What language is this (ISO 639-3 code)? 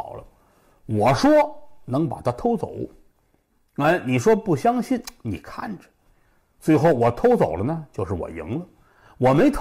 zho